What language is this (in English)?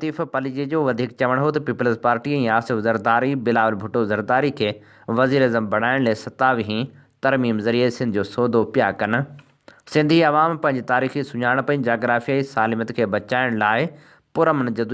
Sindhi